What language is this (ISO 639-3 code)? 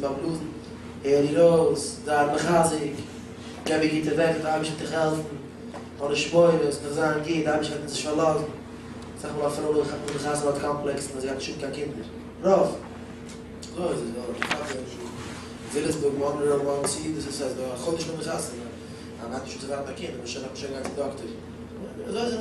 yid